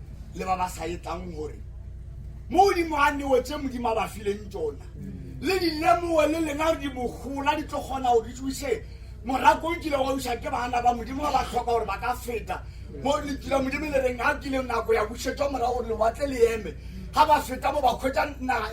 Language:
Northern Sotho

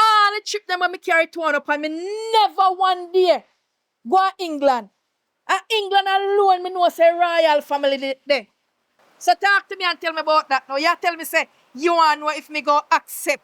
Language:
Jamaican Creole English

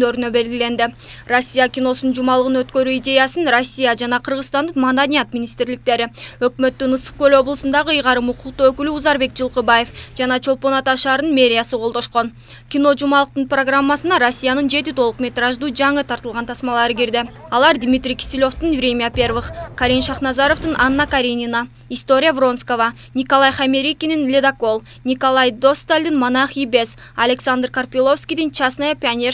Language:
Kyrgyz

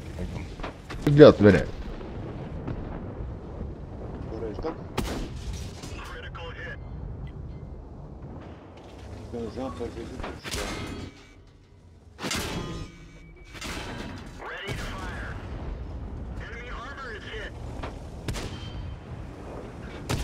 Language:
Bulgarian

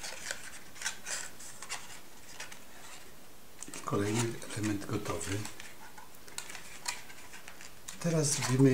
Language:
Polish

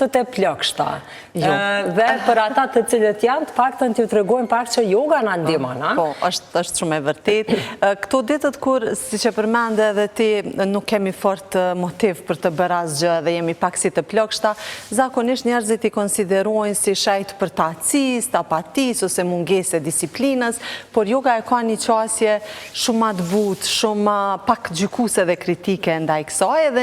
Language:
Albanian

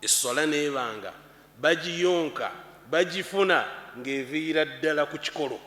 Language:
Ganda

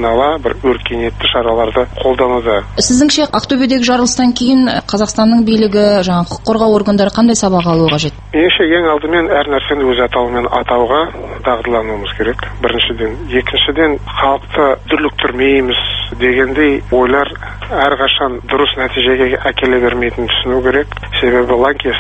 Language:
Kazakh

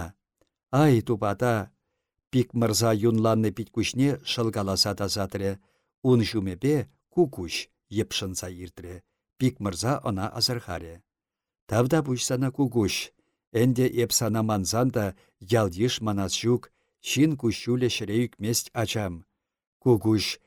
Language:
Chuvash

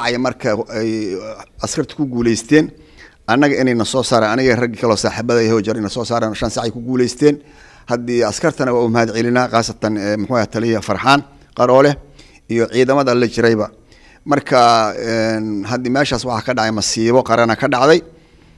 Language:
Somali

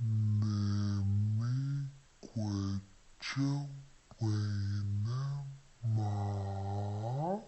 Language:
Ojibwa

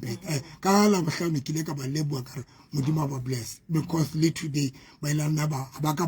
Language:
Southern Sotho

